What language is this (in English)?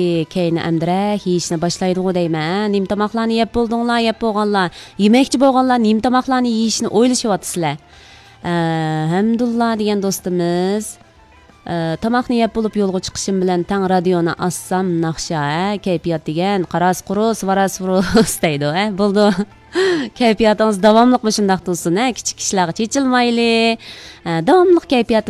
Uyghur